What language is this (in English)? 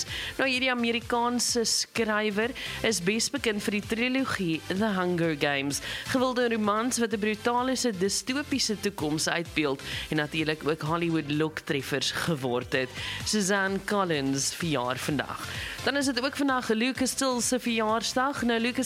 Afrikaans